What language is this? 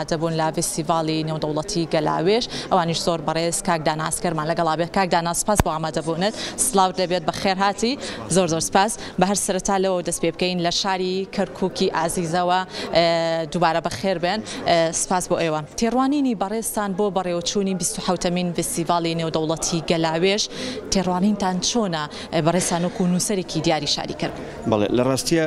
Central Kurdish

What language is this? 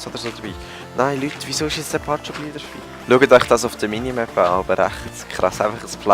Swiss German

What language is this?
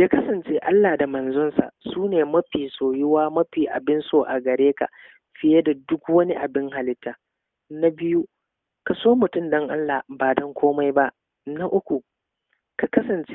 Hausa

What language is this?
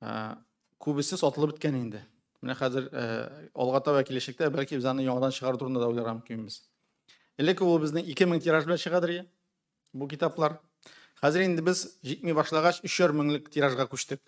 Tatar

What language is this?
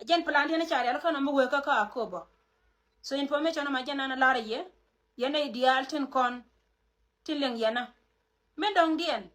Nuer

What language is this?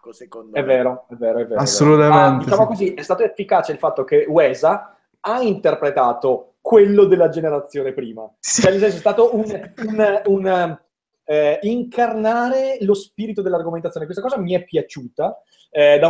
Italian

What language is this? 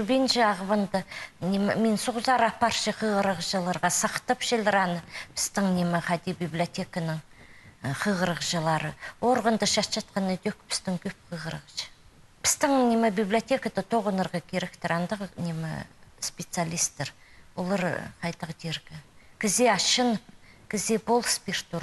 Khakas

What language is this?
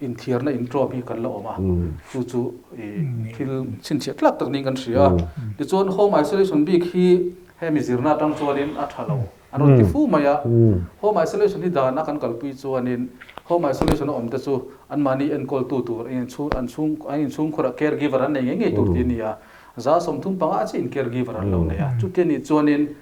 Mizo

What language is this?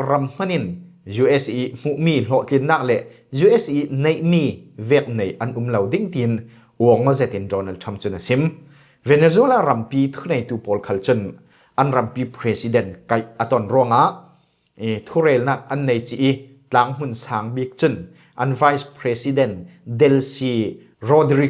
Falam Chin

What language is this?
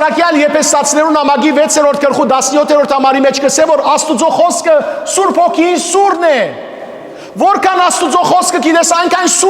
Western Armenian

